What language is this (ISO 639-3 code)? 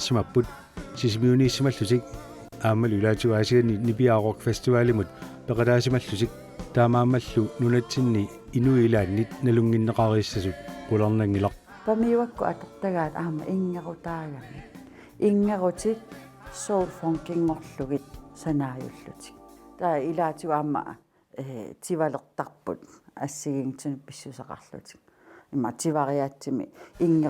kal